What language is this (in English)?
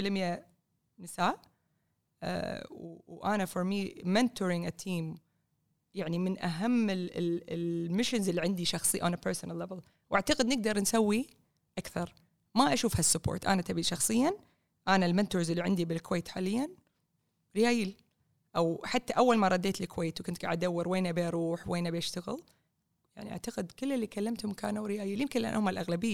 Gulf Arabic